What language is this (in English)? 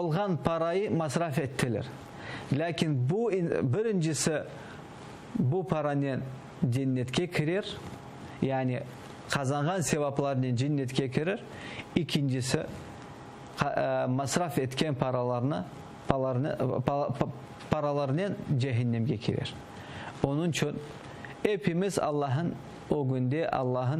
Crimean Tatar